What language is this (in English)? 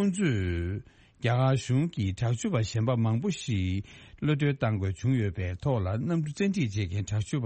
Tibetan